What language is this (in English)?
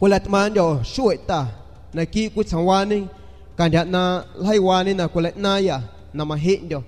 San Pedro Amuzgos Amuzgo